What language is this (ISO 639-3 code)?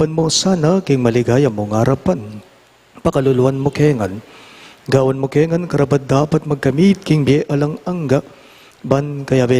pam